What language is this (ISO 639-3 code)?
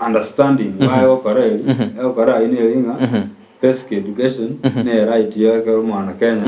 guz